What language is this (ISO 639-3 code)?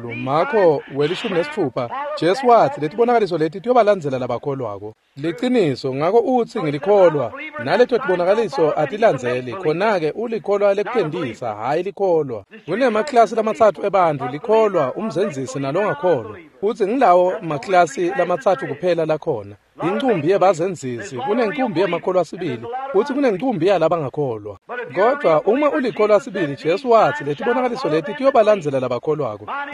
ssw